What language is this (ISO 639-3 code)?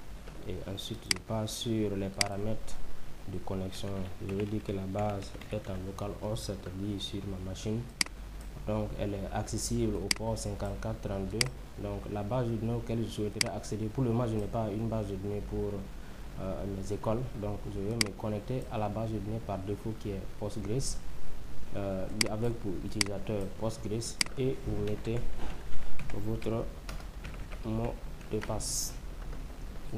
fra